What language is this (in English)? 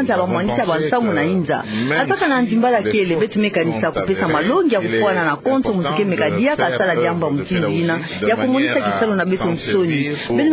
Kituba (Democratic Republic of Congo)